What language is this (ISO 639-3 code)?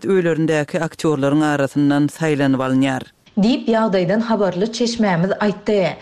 tuk